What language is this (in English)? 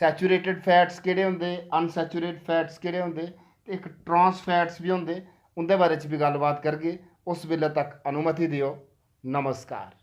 Dogri